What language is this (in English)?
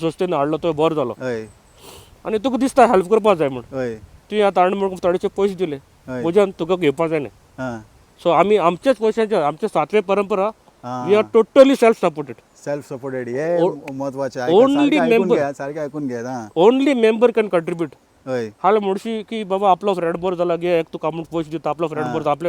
Konkani